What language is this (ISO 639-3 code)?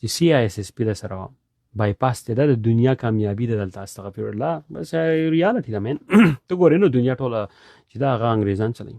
pus